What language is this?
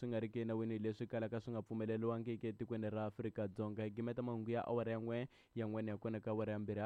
Tsonga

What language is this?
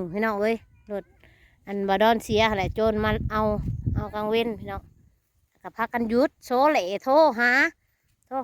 Northeastern Thai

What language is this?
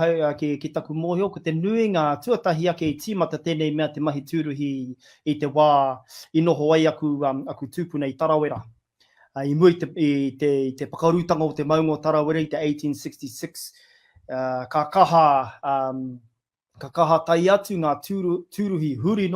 Māori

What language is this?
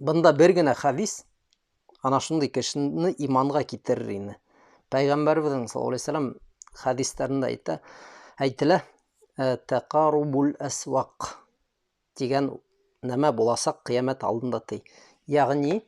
Bashkir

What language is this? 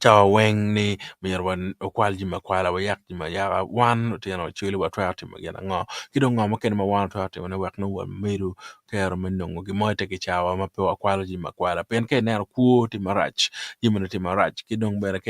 Acoli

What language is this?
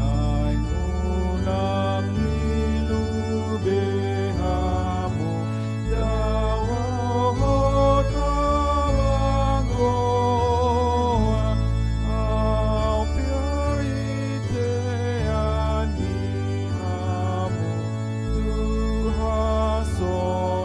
Batak Toba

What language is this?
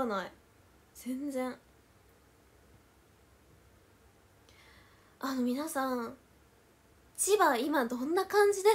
Japanese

